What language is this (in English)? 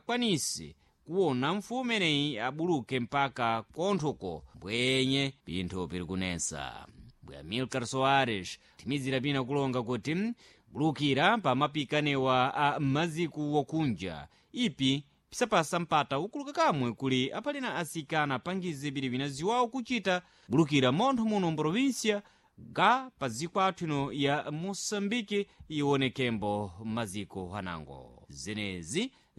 Sena